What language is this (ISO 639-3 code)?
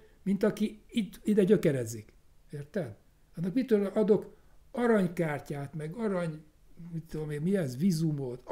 hun